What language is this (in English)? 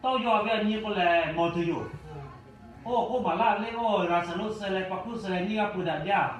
Lahu